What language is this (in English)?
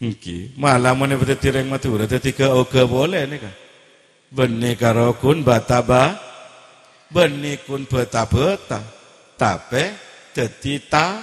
Madurese